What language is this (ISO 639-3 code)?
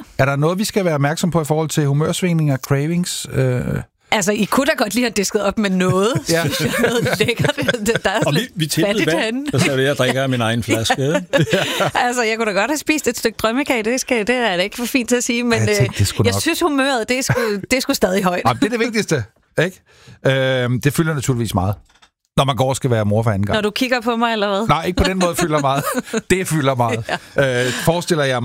dan